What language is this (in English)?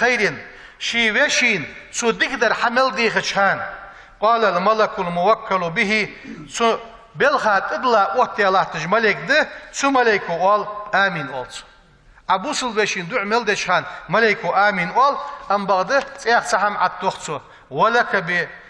Ingush